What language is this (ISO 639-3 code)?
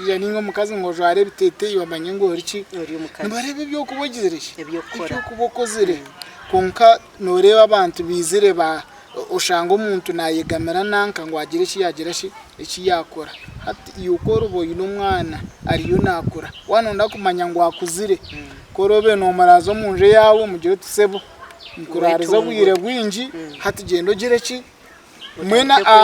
nyn